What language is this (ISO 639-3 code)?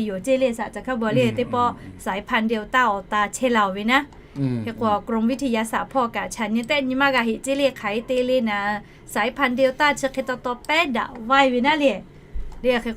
lhu